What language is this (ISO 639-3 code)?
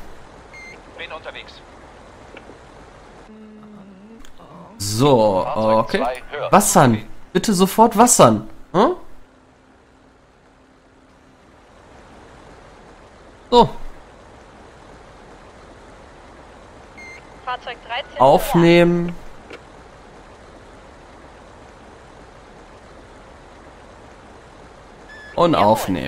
deu